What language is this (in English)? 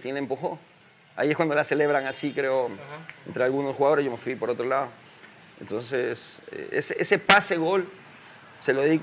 Spanish